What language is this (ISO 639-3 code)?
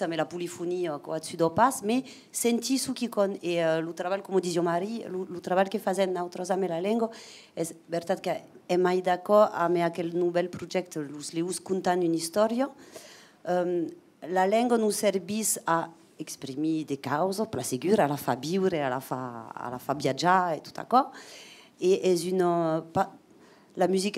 oci